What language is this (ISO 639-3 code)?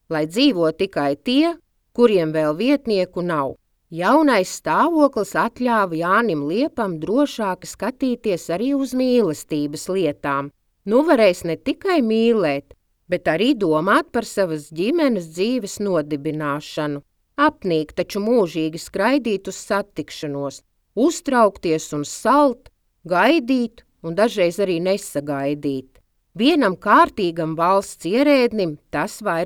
lav